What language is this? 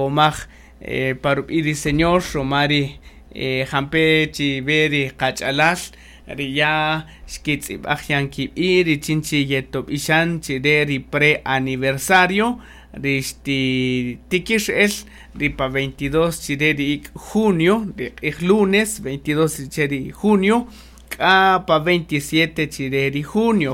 Kaqchikel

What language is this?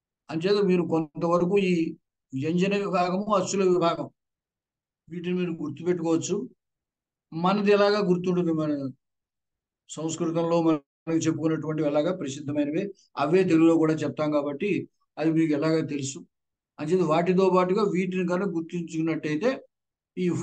Telugu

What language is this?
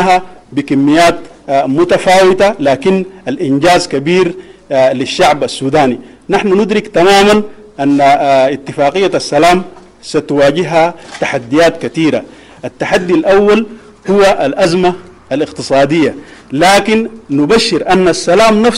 Sudanese Arabic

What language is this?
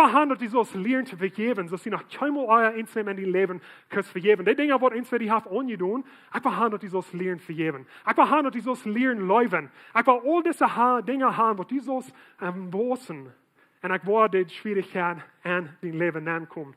Plautdietsch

